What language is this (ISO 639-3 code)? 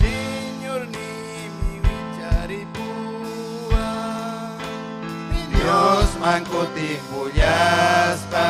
quy